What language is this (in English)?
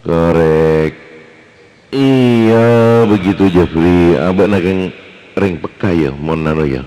Madurese